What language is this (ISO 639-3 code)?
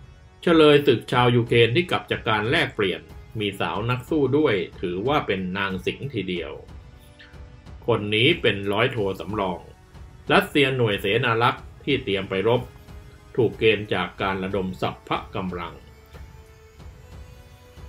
tha